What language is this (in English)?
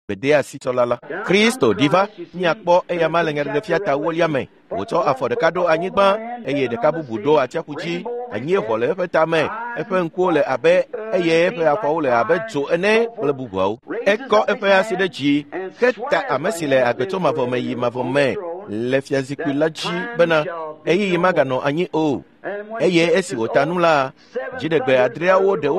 Ewe